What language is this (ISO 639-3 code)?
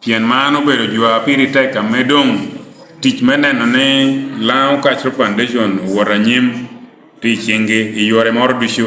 laj